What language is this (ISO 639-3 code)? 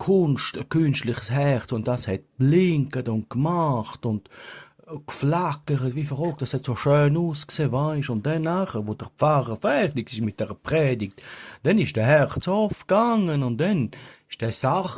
gsw